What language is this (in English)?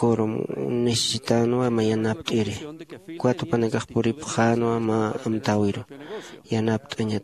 Aymara